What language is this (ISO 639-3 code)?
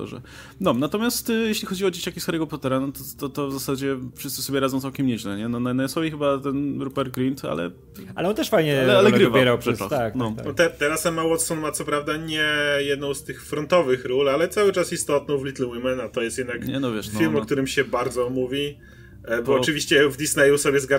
pol